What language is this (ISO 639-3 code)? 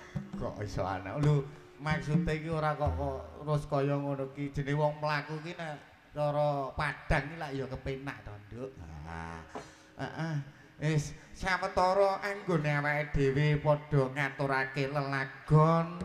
jav